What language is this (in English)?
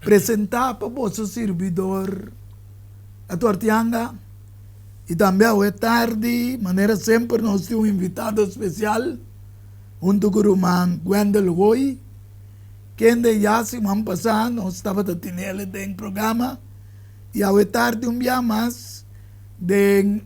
Papiamento